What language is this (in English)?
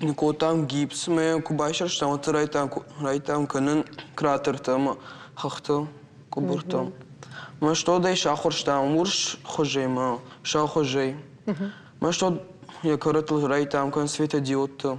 Ossetic